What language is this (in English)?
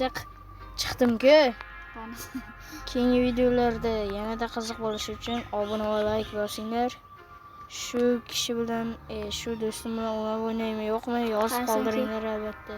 Uzbek